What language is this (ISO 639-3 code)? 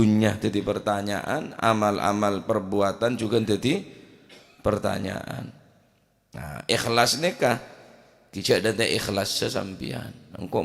mad